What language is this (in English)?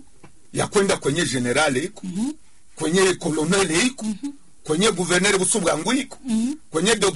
Swahili